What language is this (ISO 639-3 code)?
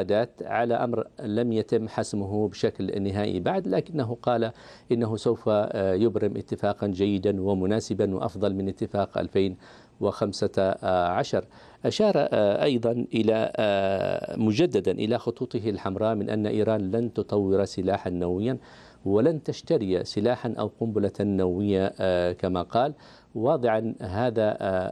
ara